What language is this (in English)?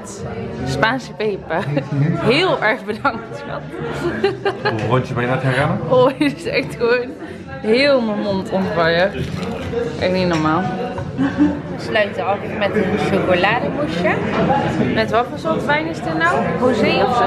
Dutch